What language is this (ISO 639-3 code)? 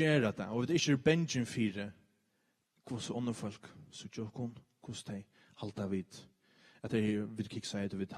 fao